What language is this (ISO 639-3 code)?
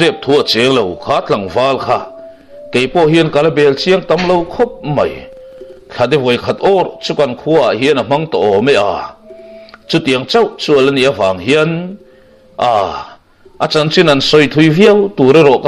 lus